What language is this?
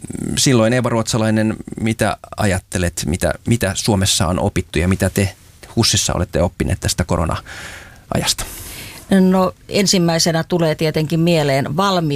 Finnish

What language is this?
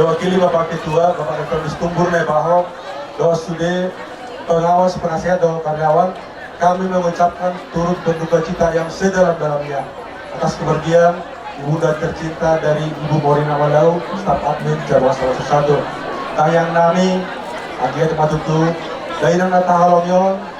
Batak Toba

